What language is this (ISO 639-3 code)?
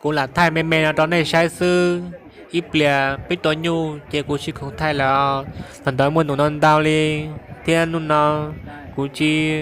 hmn